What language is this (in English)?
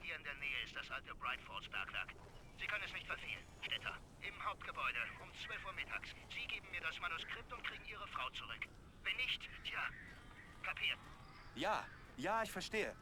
Bavarian